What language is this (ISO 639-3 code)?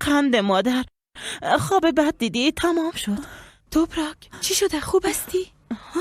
fas